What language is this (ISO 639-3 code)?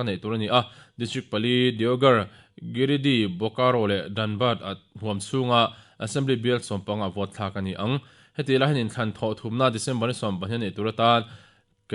lus